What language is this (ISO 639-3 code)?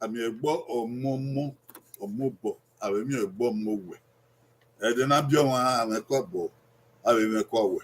bin